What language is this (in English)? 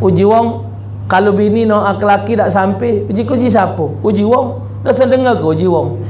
Musi